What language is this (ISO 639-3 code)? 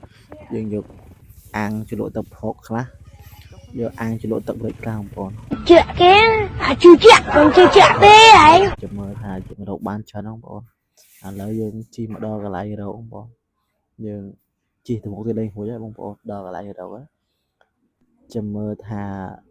khm